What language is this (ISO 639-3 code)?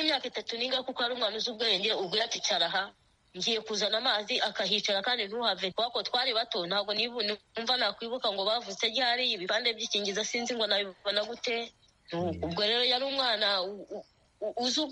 kin